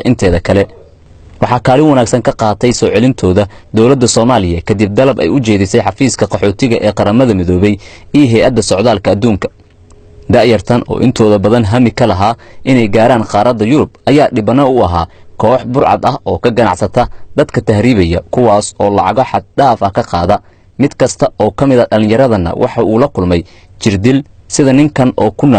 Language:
Somali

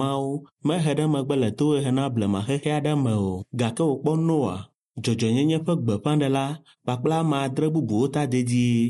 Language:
Ewe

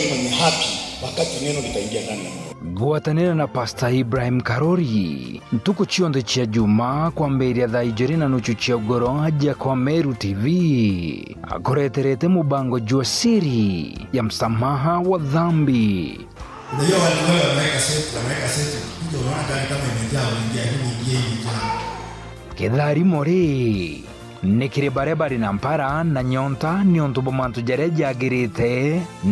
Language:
Meru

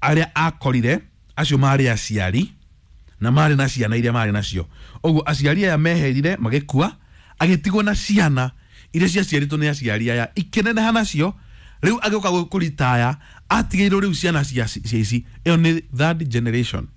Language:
Kikuyu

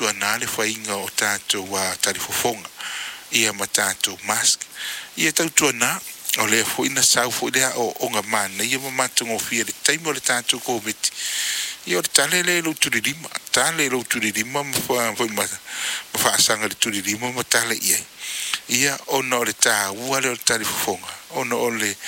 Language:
Samoan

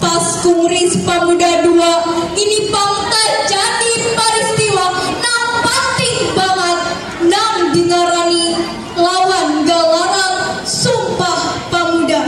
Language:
Banjar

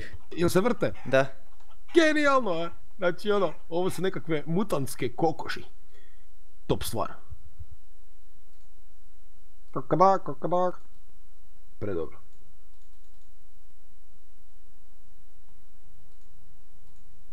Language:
Croatian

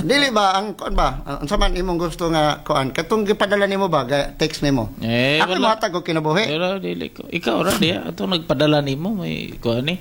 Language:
Cebuano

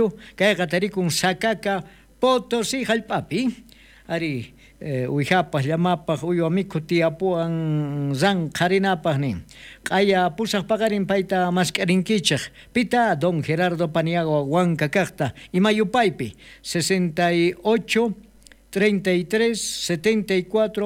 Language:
South Bolivian Quechua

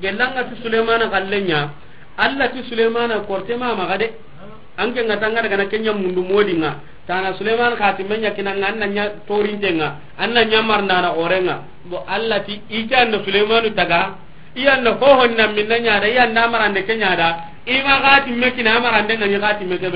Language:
Soninke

